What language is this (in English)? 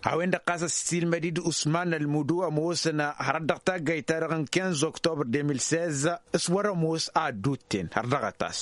Tamasheq